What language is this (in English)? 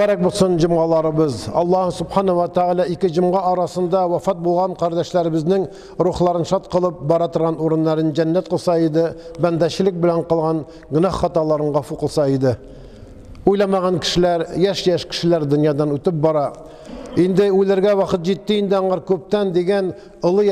Tatar